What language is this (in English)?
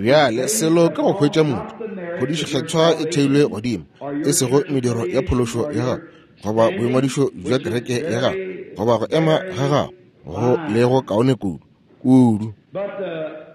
Northern Sotho